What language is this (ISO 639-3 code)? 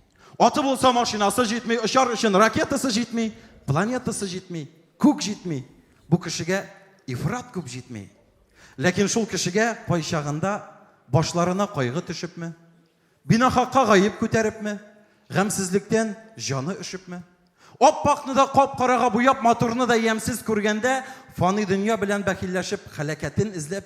tat